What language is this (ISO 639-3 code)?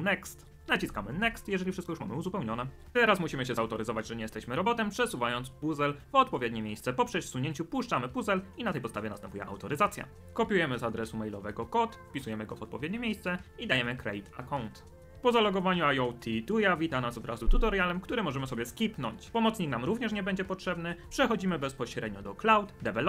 pol